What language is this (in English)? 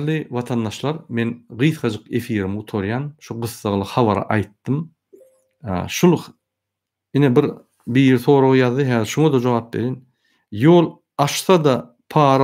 Turkmen